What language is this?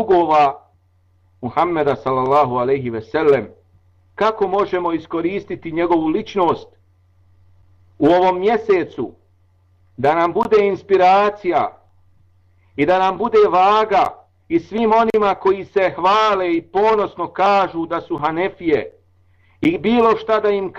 Bosnian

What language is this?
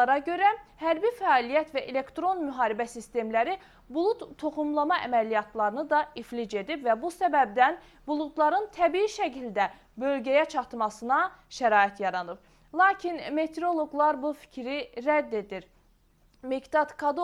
Azerbaijani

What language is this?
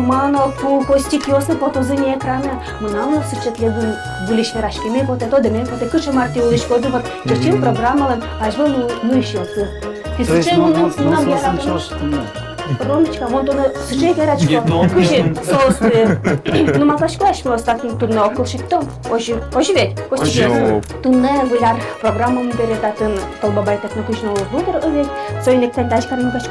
Udmurt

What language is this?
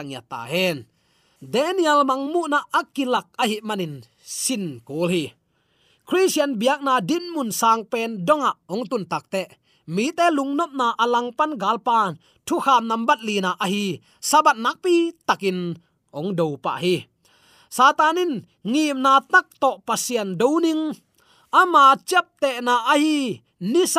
Tedim Chin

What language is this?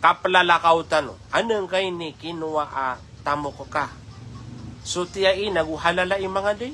Maranao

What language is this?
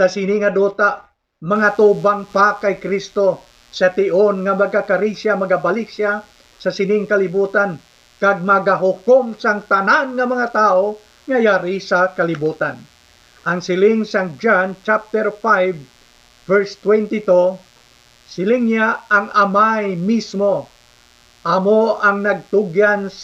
Hiligaynon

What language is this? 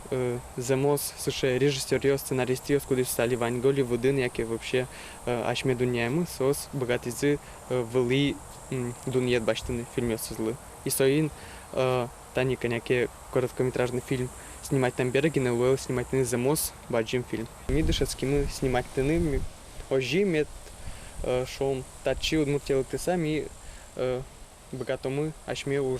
Udmurt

